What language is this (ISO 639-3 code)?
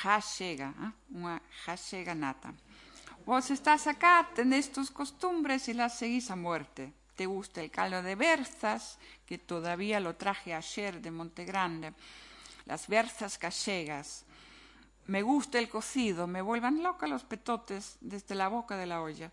glg